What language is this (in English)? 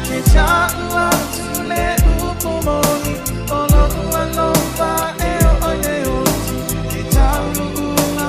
Samoan